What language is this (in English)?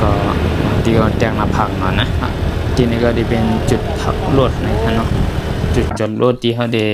Shan